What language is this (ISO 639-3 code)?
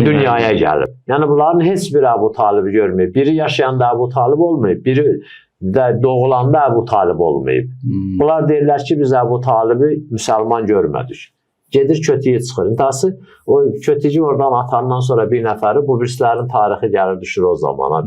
aze